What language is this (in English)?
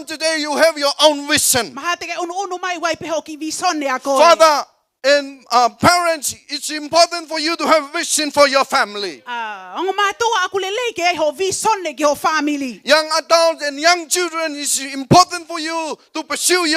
Tongan